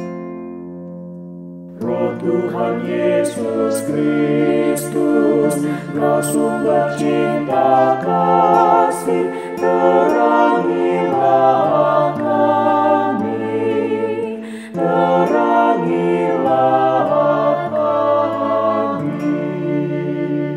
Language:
Indonesian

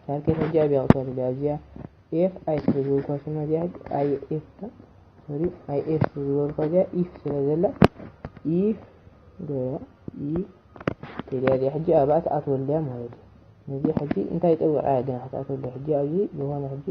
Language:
Tigrinya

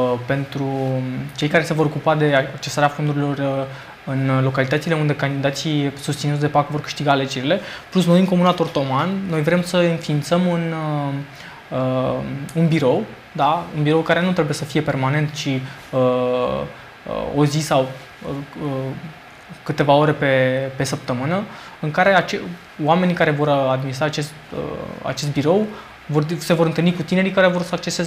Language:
Romanian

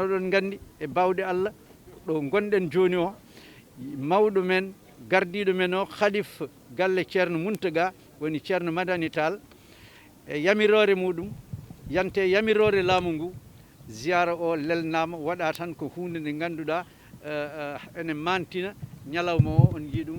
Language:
Fula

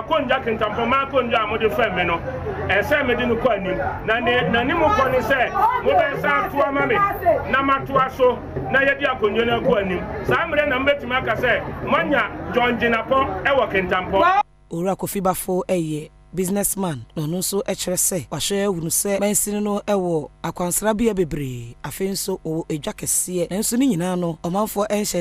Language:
Akan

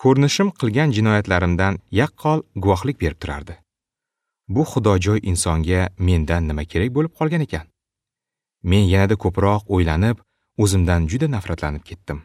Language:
Uzbek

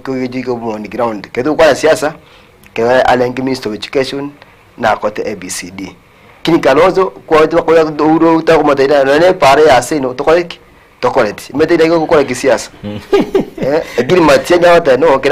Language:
Gusii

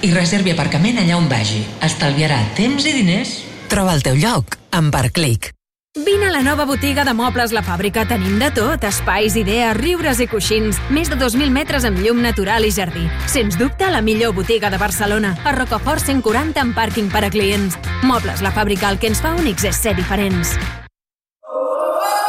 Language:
Catalan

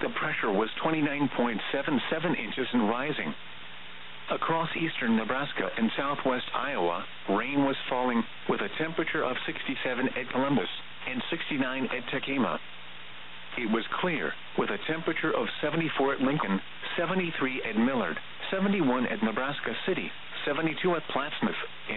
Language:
English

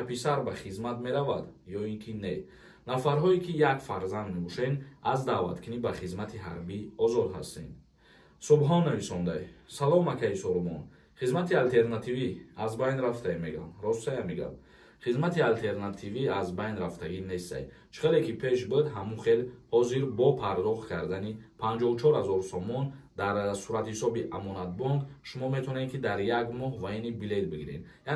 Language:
Tajik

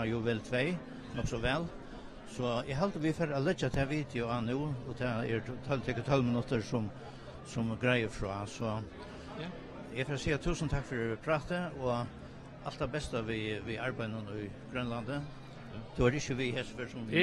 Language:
Faroese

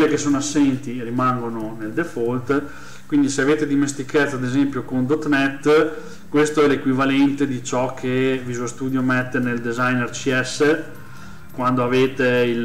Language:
Italian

